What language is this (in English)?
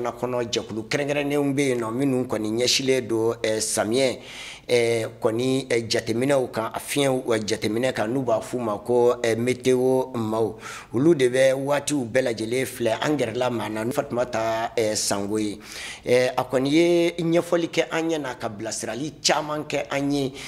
Bambara